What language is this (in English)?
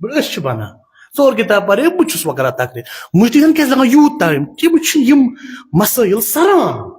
Kashmiri